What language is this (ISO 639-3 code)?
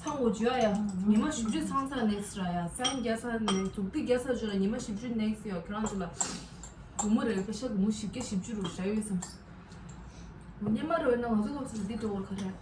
bod